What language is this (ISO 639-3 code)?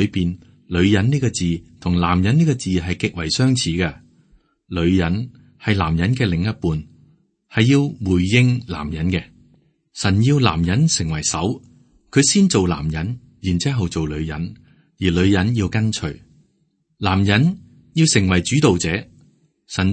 yue